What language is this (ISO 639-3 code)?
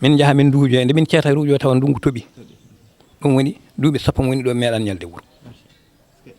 ful